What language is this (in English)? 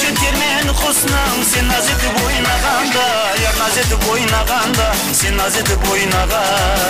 Kara-Kalpak